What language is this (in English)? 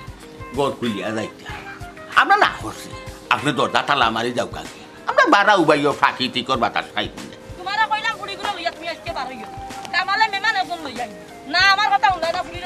Sylheti